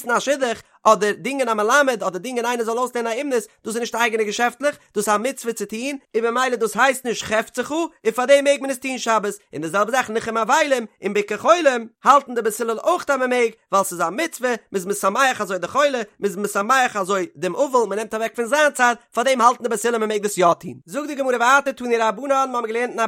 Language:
Yiddish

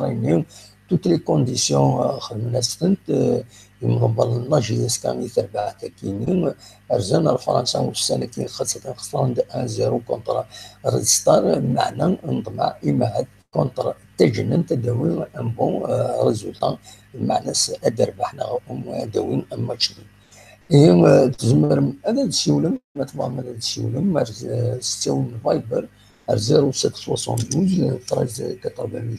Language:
Kabyle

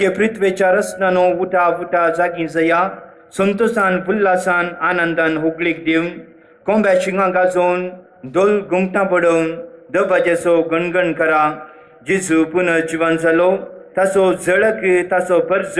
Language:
Konkani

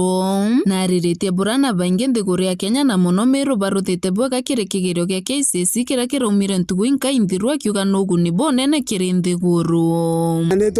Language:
Meru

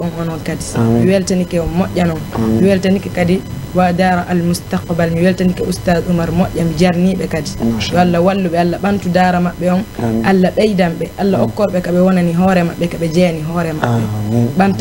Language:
Fula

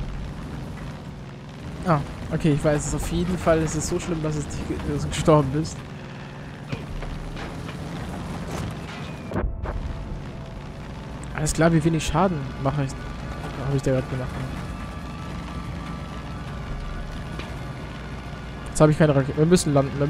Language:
German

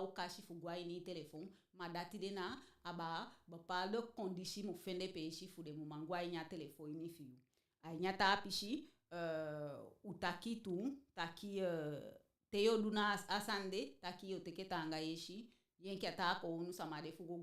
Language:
Eastern Maroon Creole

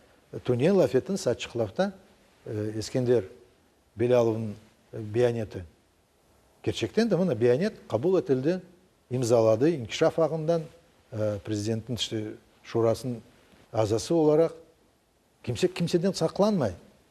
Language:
Crimean Tatar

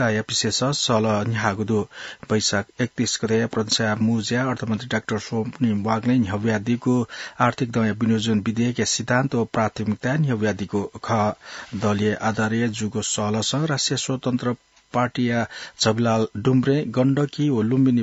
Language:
Newari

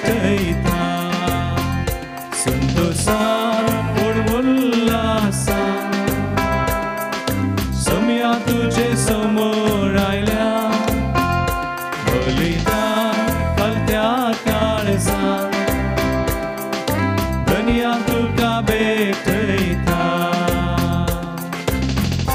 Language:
Konkani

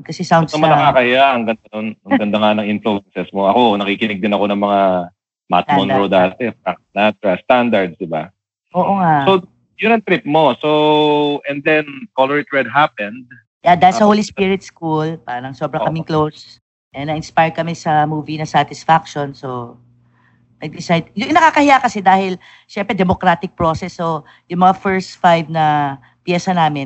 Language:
Filipino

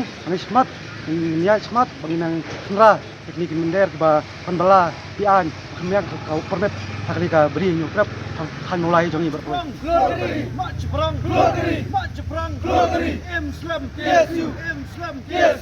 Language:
Khasi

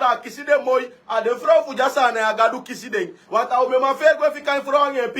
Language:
Sranan Tongo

